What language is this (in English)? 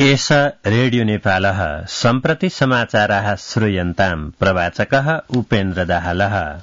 Sanskrit